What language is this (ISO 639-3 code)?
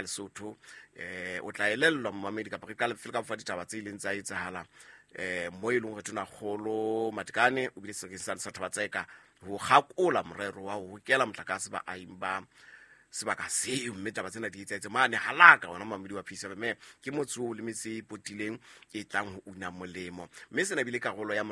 sot